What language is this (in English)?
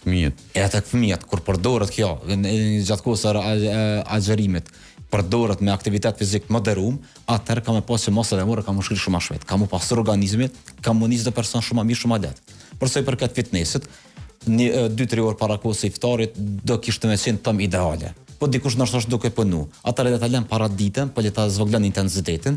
Albanian